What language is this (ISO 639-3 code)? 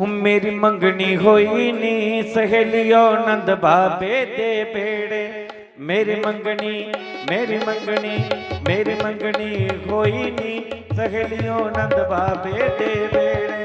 doi